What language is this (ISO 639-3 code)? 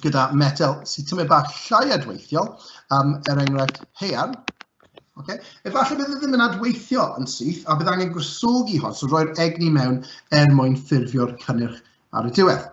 cym